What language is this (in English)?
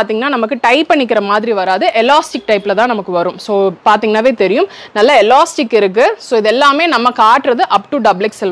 Tamil